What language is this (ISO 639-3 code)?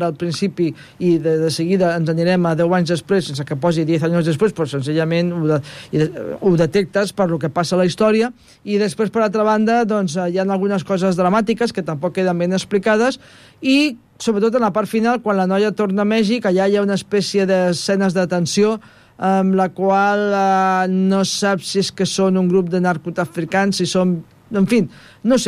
cat